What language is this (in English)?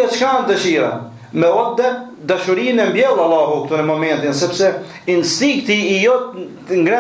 Albanian